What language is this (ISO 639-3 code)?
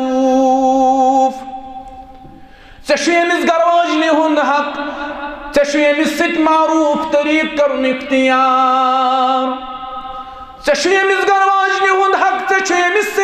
kas